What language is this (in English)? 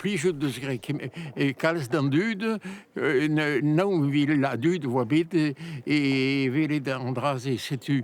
Breton